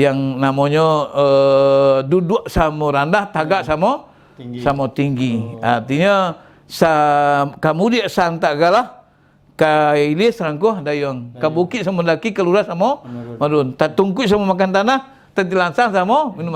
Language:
Minangkabau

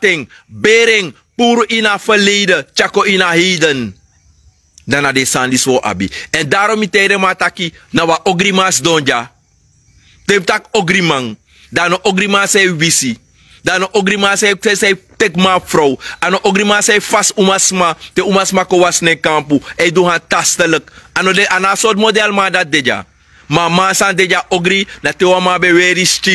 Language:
Sranan Tongo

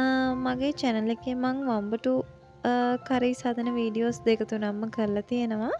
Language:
Sinhala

